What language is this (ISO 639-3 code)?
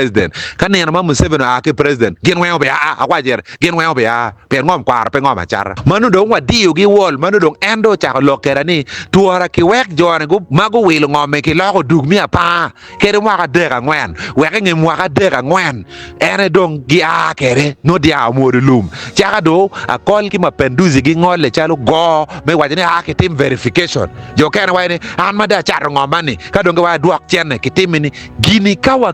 ach